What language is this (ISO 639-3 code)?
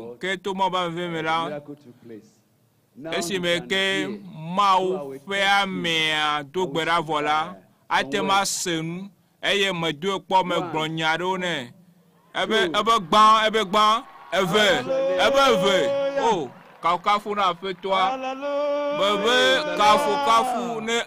ewe